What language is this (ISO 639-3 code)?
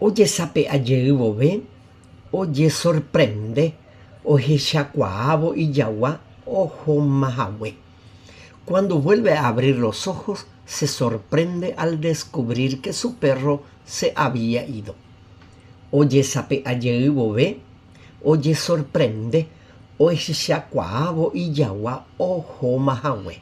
grn